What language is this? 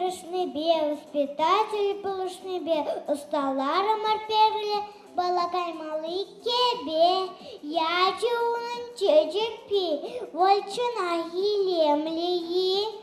Chuvash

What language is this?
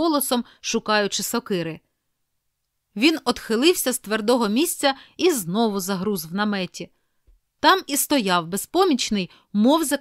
Ukrainian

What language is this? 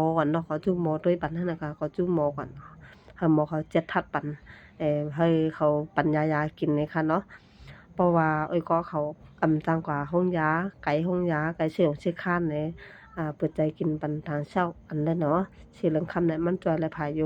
Shan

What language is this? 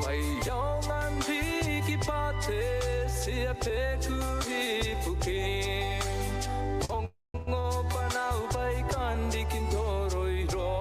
Gilbertese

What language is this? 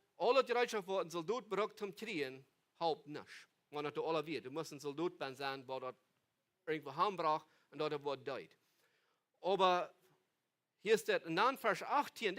Plautdietsch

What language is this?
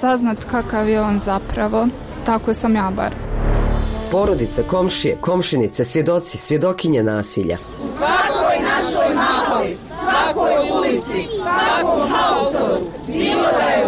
Bosnian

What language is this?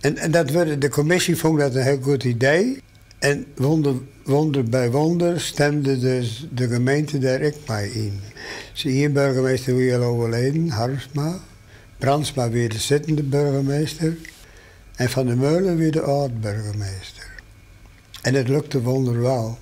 Western Frisian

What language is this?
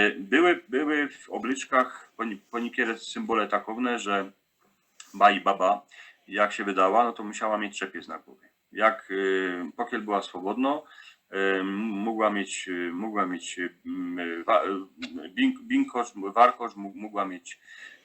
Silesian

